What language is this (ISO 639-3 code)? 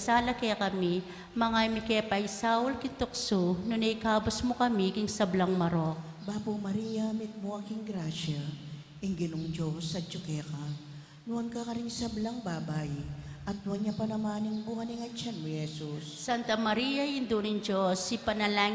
pam